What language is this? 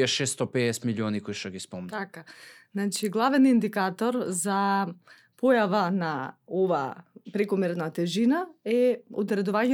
Macedonian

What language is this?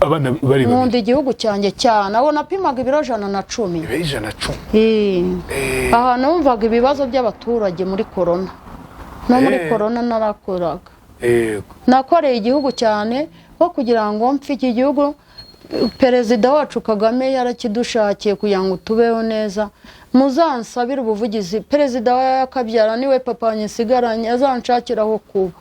Kinyarwanda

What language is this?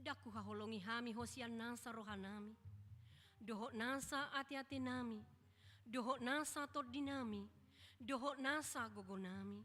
Batak Toba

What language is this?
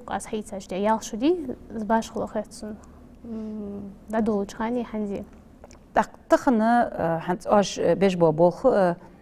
Ingush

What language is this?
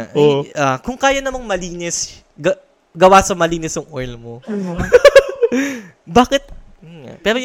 Filipino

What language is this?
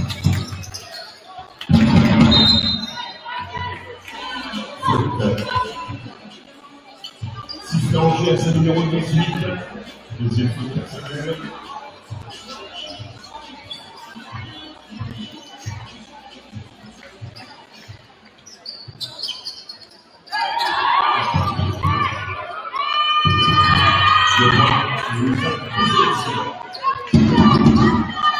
French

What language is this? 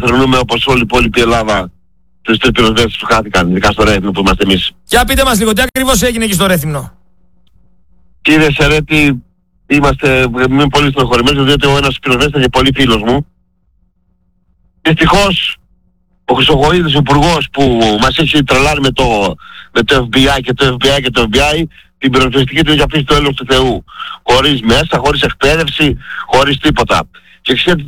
Greek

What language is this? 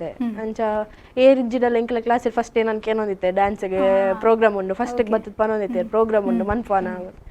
Tulu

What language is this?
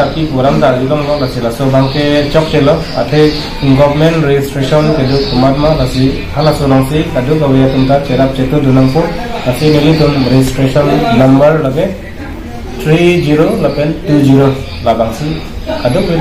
Karbi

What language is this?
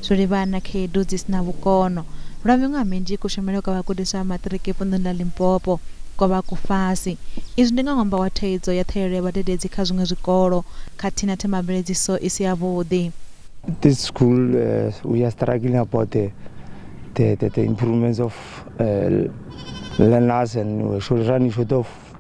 Venda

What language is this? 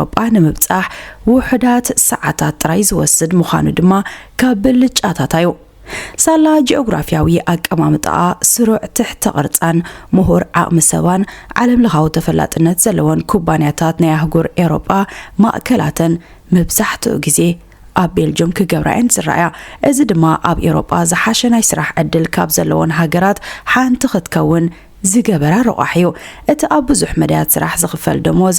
Tigrinya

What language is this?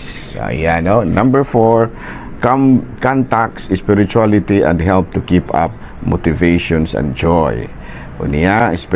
Cebuano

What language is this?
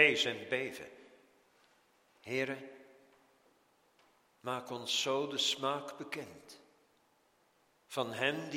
Dutch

